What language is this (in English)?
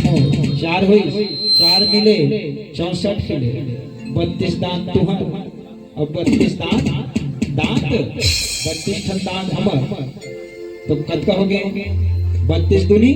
Chhattisgarhi